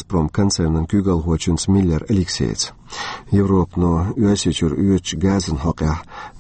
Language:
Chechen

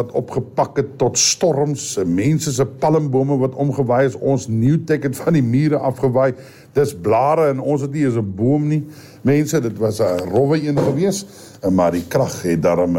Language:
Afrikaans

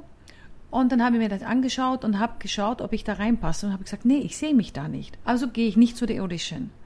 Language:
German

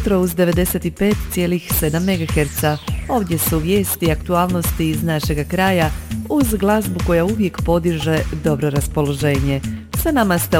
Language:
Croatian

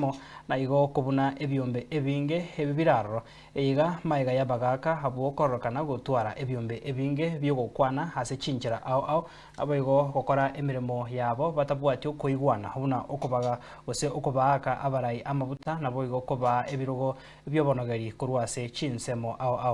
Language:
Gusii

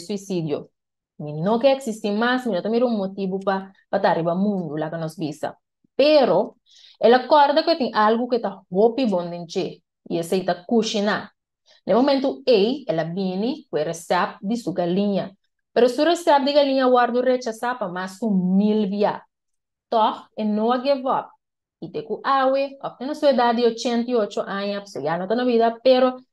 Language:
Papiamento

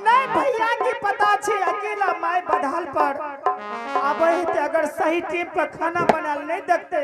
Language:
Angika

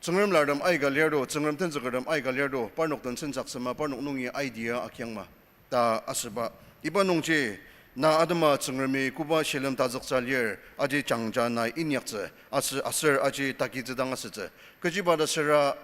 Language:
Ao Naga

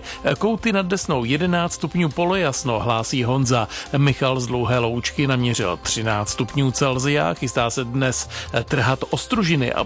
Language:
Czech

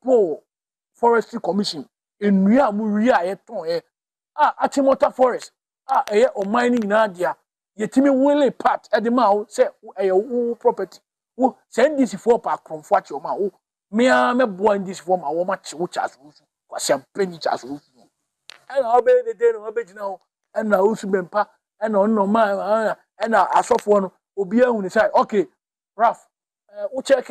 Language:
Akan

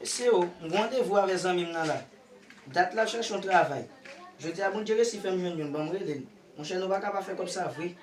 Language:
Haitian Creole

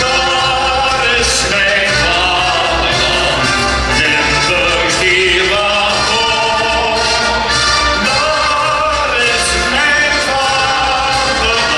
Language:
Limburgish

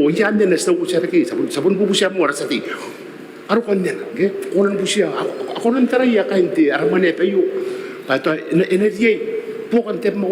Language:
Gilbertese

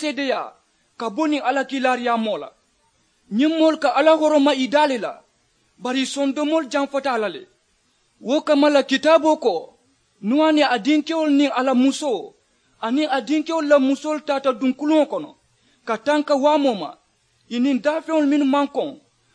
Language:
Mandingo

